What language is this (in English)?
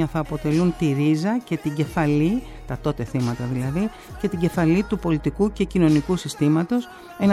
Greek